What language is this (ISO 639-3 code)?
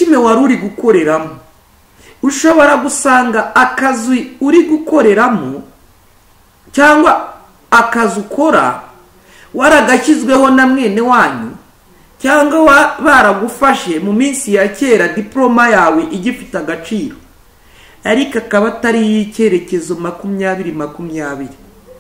kin